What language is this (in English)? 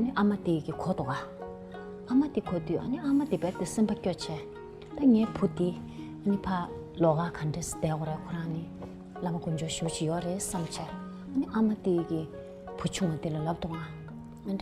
Tibetan